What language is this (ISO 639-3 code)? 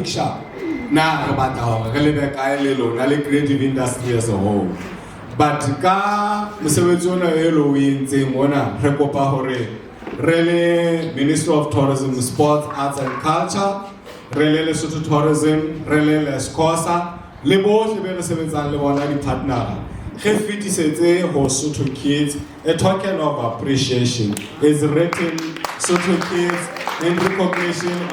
sot